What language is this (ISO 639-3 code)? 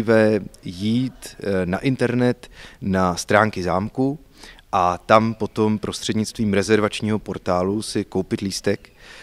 ces